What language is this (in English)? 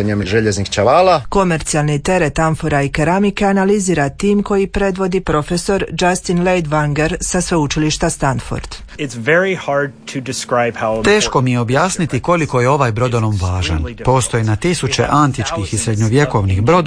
Croatian